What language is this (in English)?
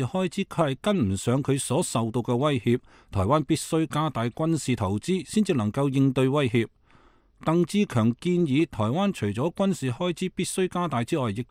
Cantonese